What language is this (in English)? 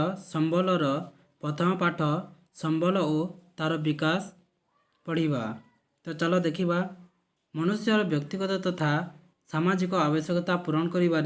Odia